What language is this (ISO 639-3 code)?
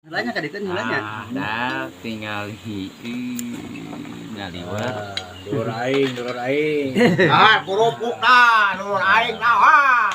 sun